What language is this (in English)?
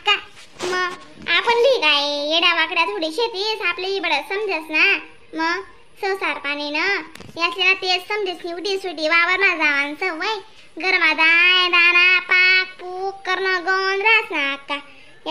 Khandesi